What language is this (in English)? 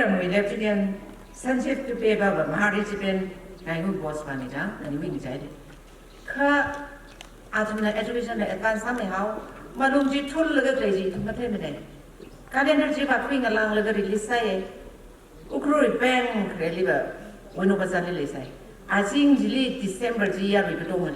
Tangkhul Naga (India)